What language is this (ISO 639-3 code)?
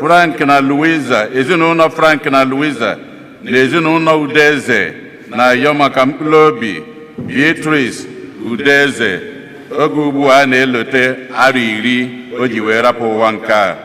ibo